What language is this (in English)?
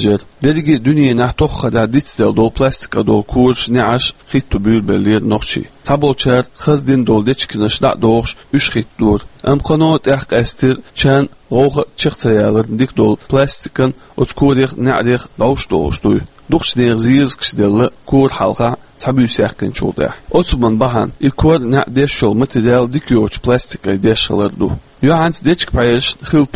Chechen